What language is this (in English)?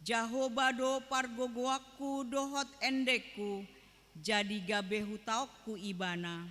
Batak Toba